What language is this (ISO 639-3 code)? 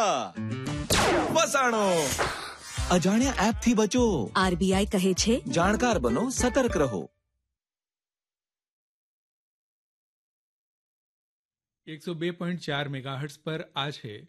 guj